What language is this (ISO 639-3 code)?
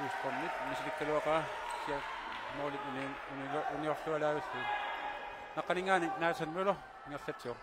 kal